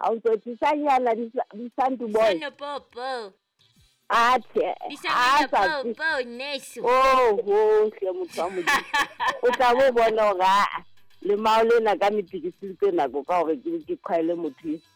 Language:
Southern Sotho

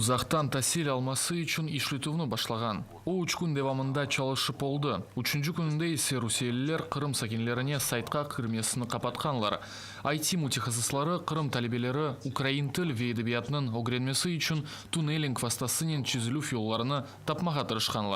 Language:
Crimean Tatar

